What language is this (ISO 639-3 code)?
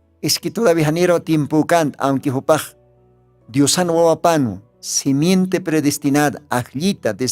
aym